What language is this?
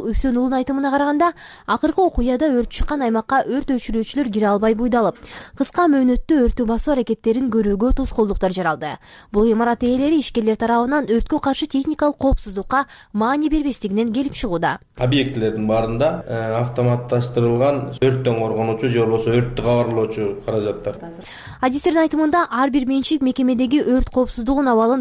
Kyrgyz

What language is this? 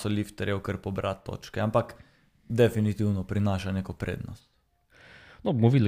Slovenian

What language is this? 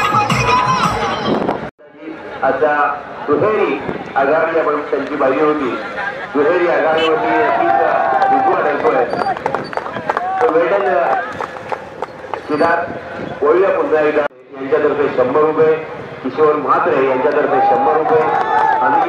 Marathi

